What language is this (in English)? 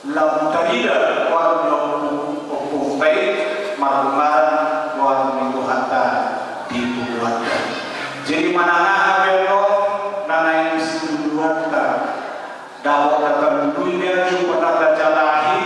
Batak Toba